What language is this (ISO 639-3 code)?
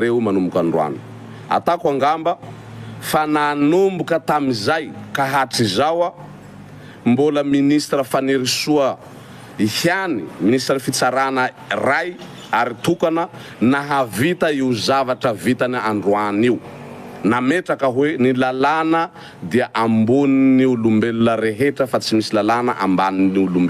mlg